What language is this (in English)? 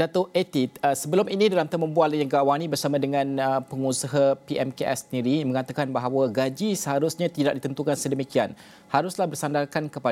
Malay